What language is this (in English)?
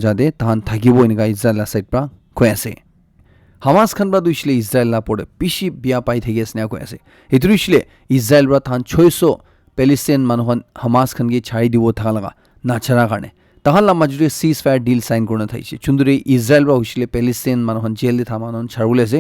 Naga Pidgin